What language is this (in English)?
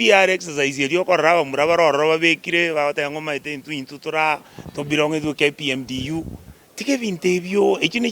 Gusii